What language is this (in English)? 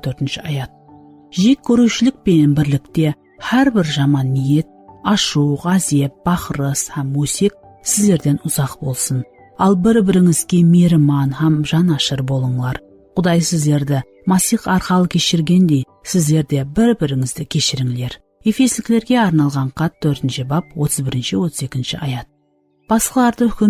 Kara-Kalpak